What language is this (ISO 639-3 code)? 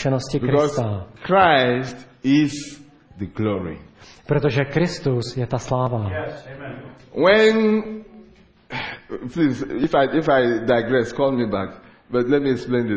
ces